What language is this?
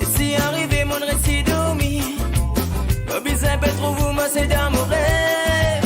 Morisyen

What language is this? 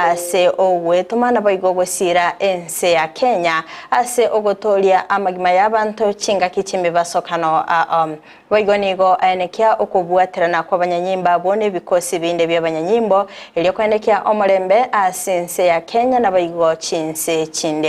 Gusii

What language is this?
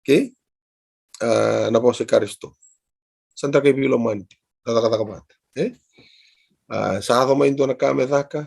Fijian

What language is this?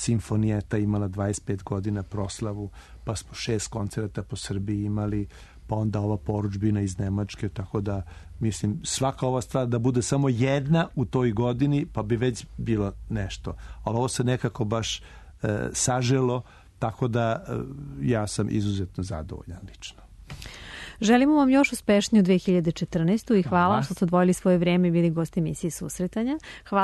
Serbian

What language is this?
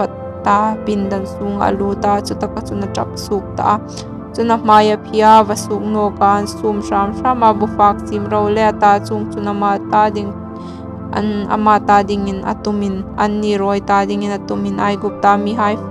Hmar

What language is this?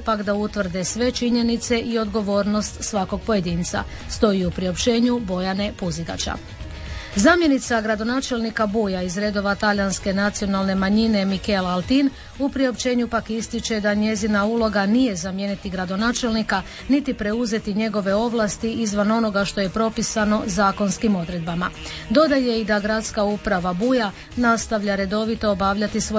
Croatian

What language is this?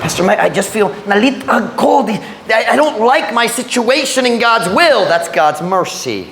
Cebuano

